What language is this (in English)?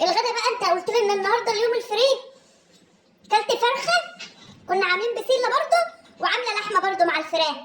Egyptian Arabic